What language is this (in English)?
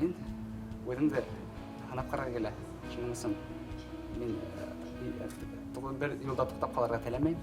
Bashkir